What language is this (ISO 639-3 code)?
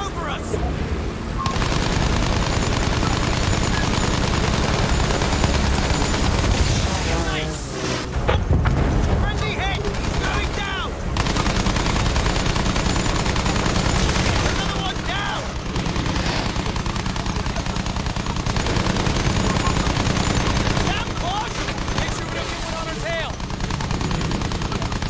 eng